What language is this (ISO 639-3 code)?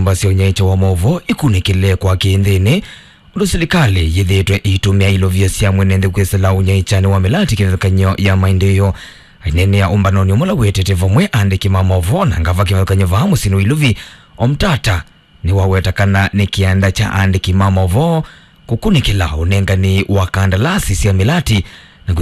kam